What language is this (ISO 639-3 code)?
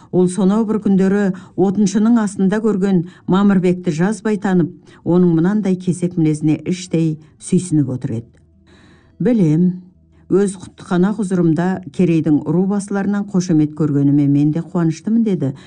kaz